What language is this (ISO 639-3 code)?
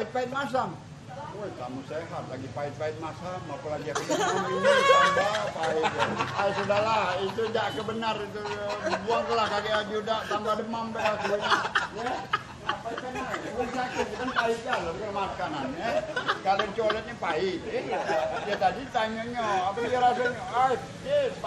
mui